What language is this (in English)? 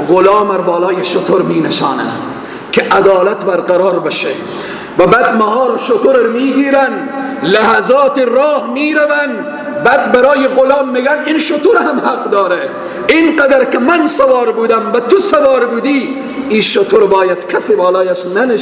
Persian